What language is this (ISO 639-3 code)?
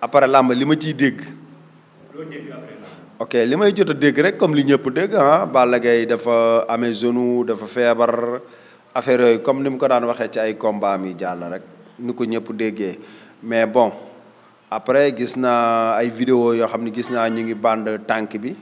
wol